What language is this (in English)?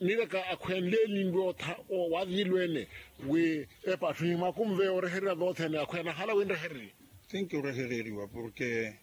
Makhuwa